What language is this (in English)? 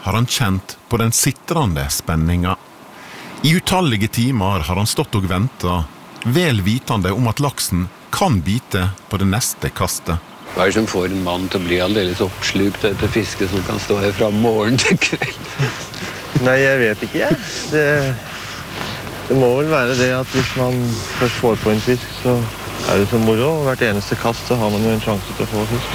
Norwegian